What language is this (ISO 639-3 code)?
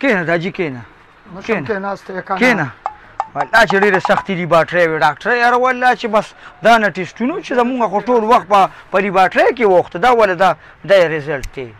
pus